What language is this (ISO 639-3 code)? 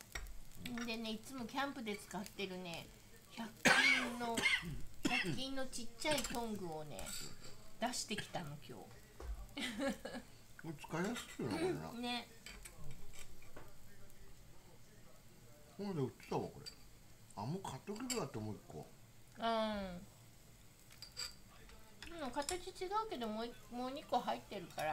jpn